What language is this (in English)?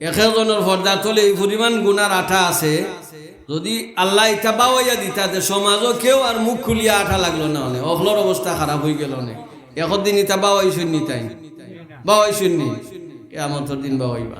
Sylheti